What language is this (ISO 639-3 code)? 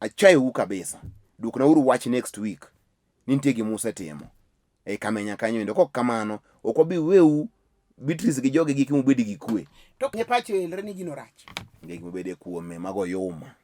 luo